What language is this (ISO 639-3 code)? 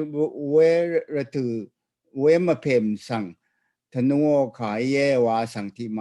raw